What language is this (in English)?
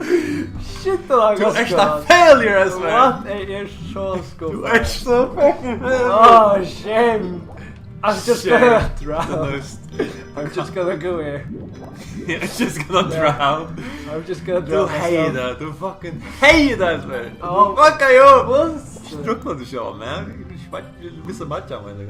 Faroese